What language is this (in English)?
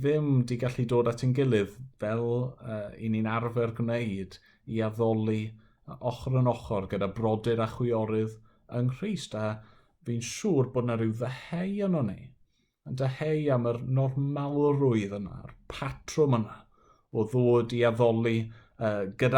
Welsh